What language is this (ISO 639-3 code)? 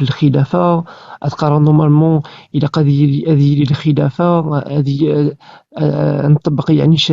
kab